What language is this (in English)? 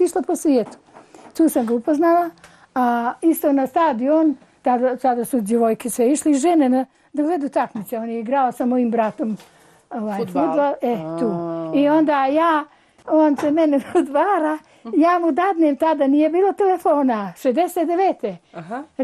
Bosnian